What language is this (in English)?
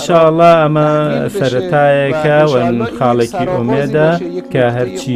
Central Kurdish